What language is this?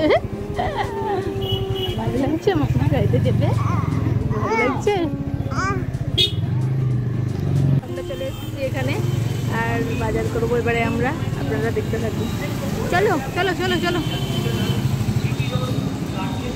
Bangla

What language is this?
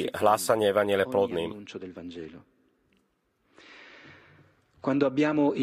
Slovak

